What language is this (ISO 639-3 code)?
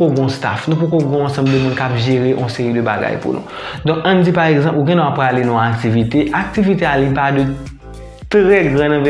hat